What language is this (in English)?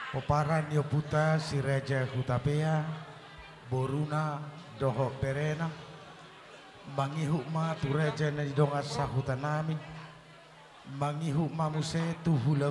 Batak Toba